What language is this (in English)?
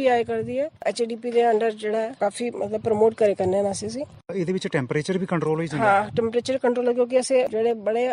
Dogri